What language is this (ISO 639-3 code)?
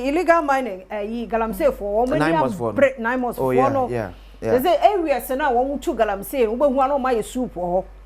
aka